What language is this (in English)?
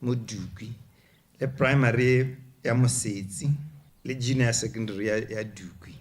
Tswana